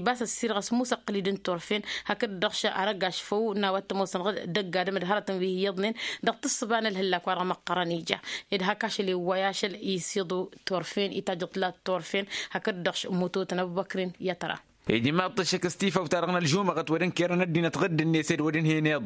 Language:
Tamasheq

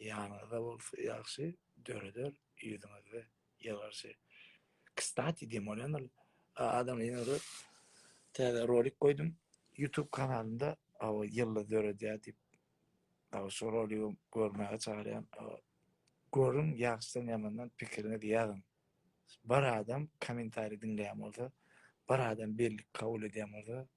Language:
Turkmen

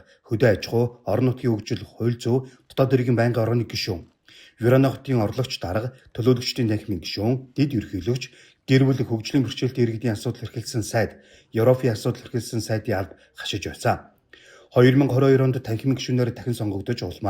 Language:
Mongolian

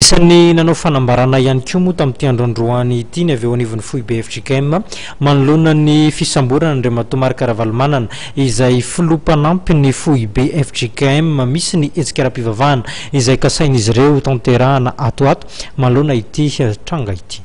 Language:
Malagasy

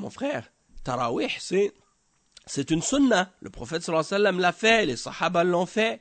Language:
French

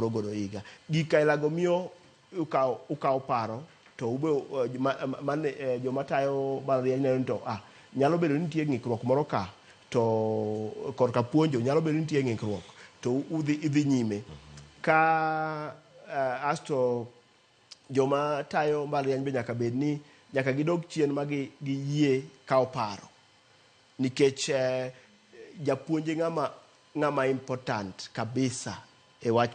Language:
Luo (Kenya and Tanzania)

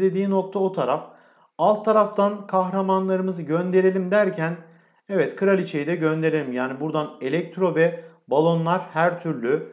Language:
Turkish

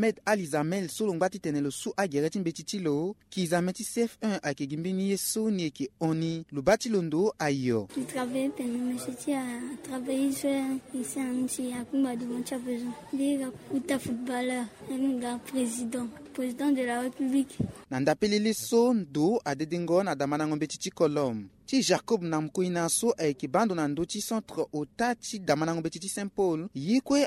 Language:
Sango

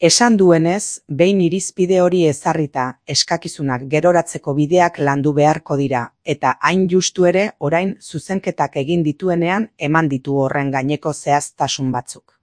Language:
Basque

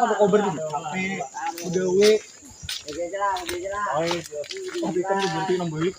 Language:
Banjar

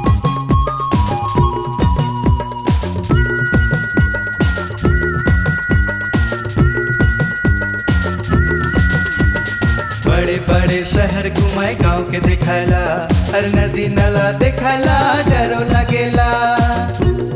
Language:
Bhojpuri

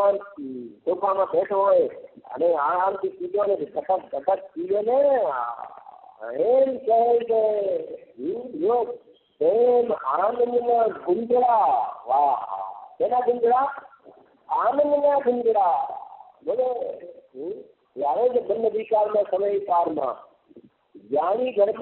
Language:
Gujarati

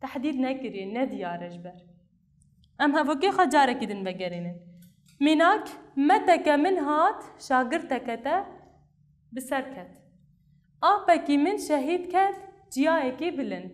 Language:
Kurdish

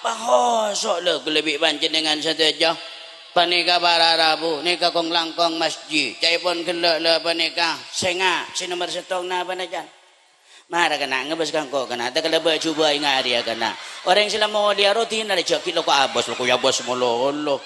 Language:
Madurese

